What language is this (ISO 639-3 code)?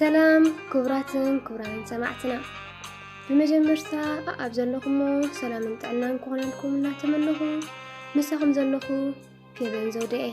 tir